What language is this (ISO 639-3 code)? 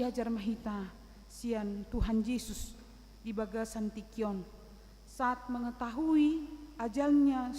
bbc